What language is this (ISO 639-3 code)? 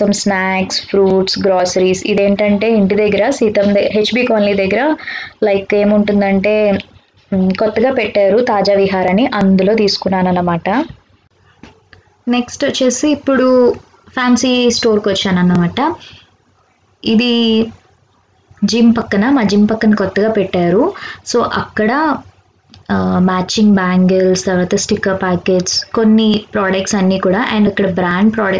tel